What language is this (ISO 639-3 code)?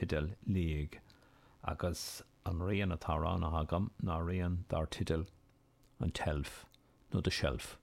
gle